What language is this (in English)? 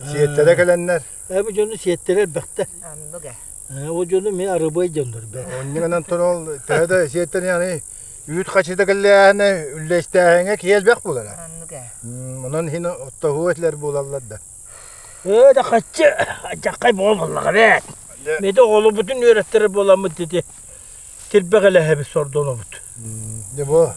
Yakut